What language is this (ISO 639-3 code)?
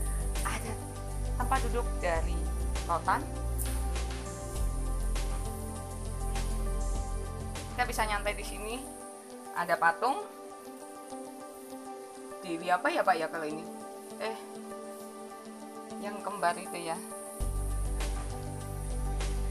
ind